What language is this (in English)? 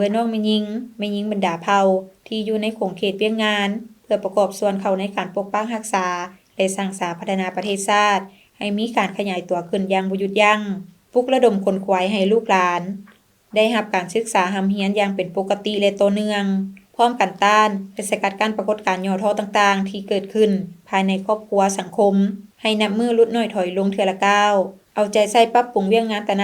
Lao